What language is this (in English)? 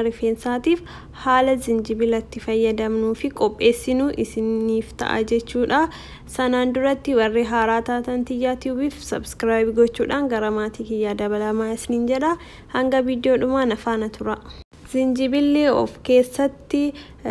Oromo